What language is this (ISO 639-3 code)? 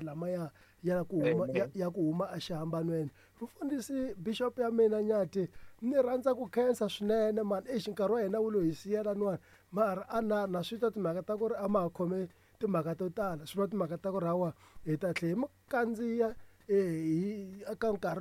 tso